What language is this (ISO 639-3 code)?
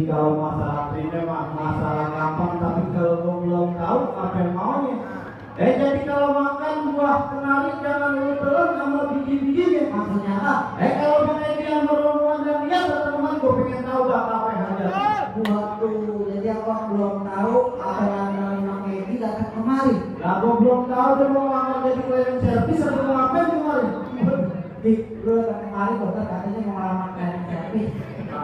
bew